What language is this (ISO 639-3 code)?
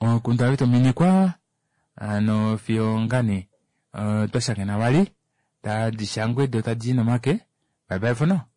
kua